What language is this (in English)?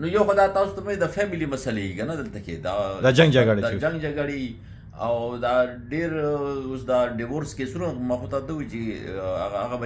Pashto